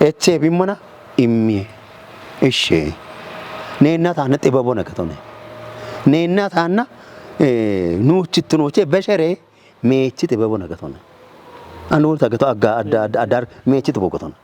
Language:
Kafa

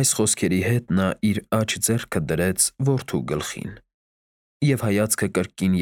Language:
Armenian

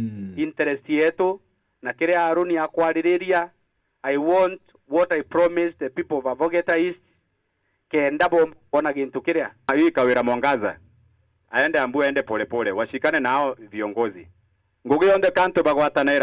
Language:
Meru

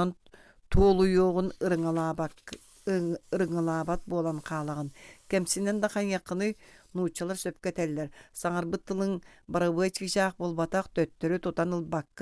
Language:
Yakut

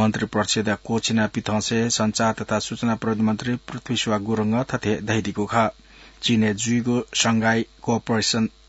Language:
Newari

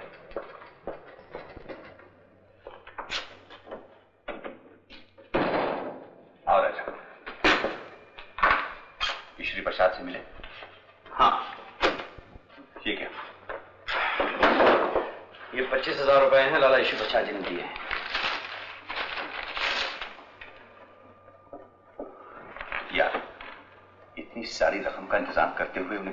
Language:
Hindi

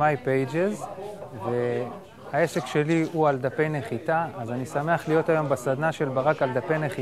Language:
Hebrew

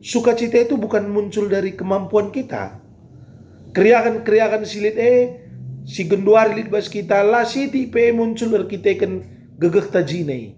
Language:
Batak Karo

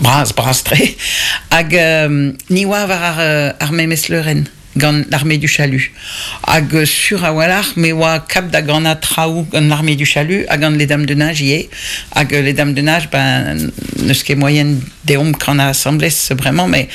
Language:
Breton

